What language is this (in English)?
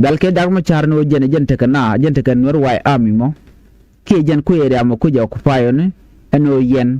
Nuer